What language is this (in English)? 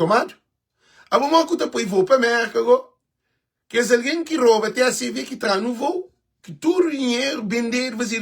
Kabuverdianu